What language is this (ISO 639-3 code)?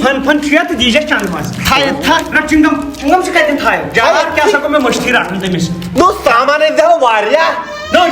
kas